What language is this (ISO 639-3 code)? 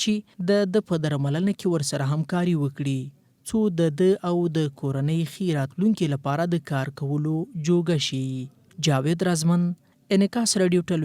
pus